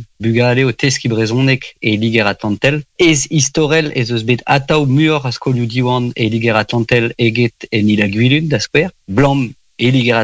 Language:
Breton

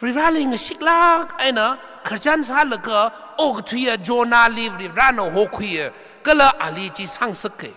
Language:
Tangkhul Naga (India)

